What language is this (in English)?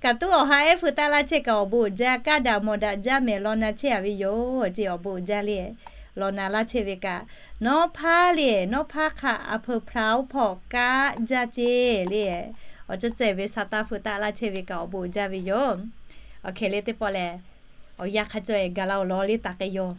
Lahu